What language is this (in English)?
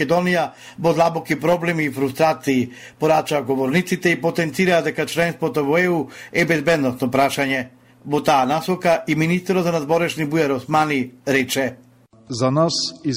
Macedonian